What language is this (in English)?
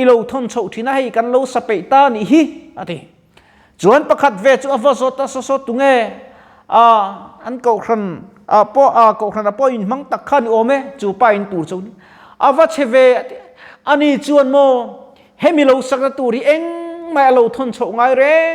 Mizo